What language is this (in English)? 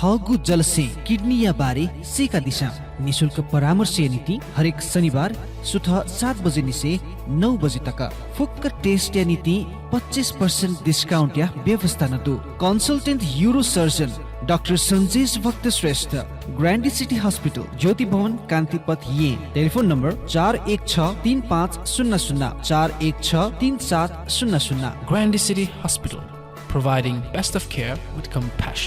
Newari